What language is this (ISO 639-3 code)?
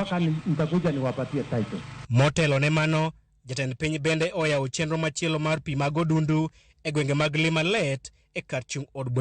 luo